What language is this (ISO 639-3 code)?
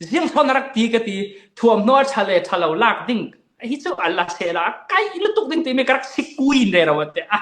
cfm